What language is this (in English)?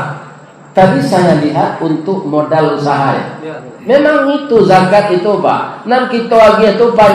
Minangkabau